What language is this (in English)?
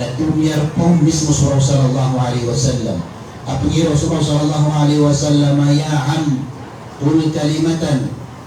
Maranao